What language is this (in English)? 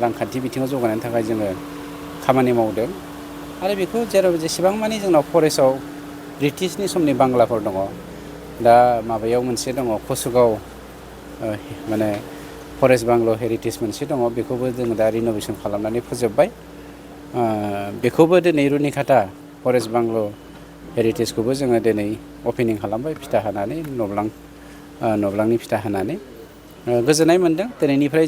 Bodo